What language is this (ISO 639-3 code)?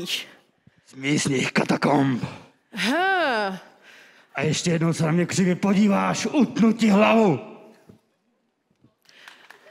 ces